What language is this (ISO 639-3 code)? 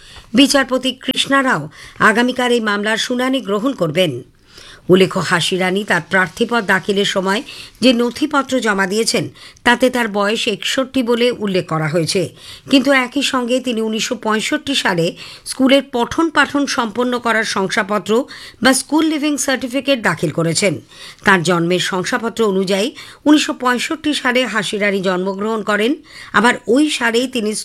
ben